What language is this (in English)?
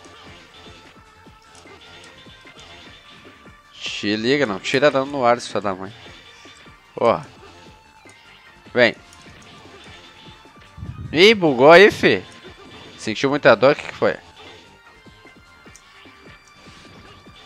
Portuguese